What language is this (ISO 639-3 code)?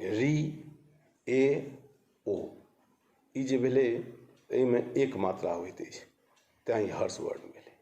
mai